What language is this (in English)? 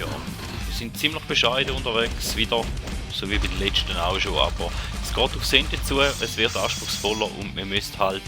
Swiss German